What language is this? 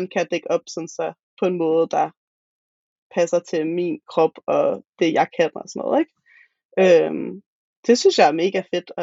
Danish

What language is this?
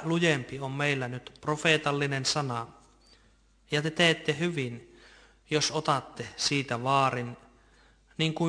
Finnish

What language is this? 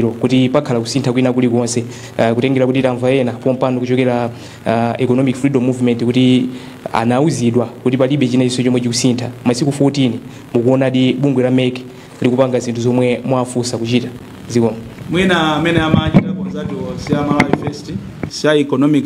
Nyanja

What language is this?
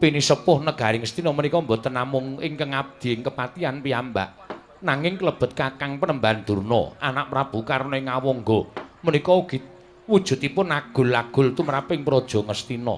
Javanese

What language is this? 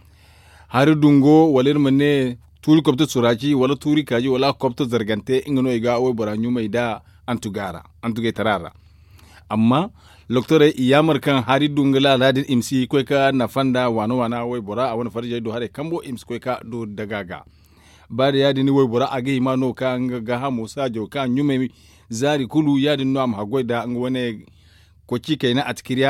Zarma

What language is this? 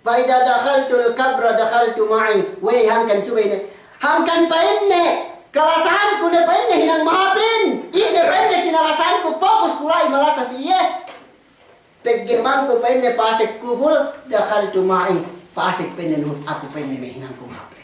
Yakan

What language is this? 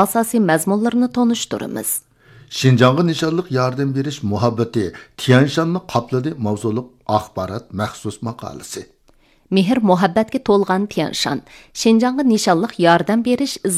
Uyghur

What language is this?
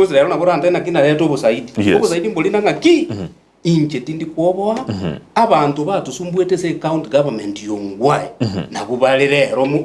Gusii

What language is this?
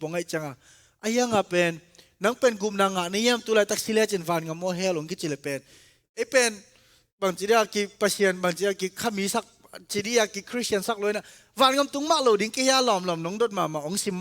Tedim Chin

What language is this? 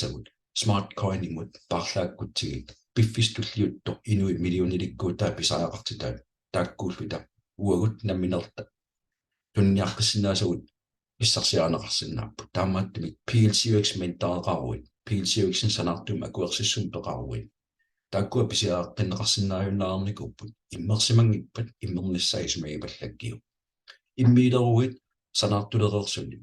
Kalaallisut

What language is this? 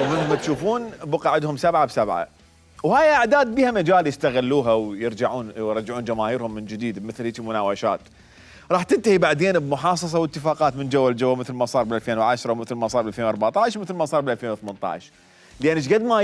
Mesopotamian Arabic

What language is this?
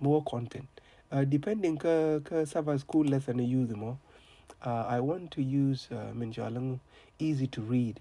Nuer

